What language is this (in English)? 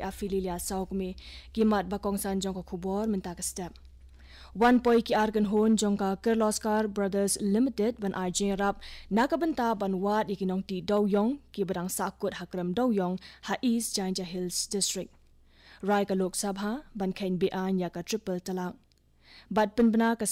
Khasi